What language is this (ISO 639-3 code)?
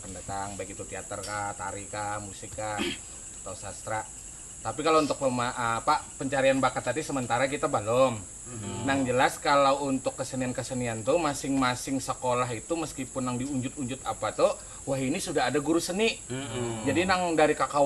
bjn